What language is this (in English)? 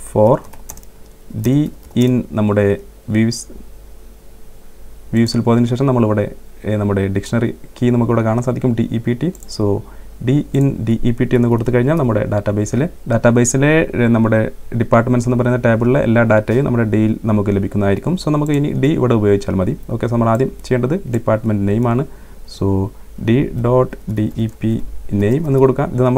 Malayalam